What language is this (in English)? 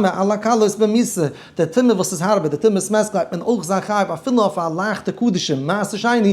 Yiddish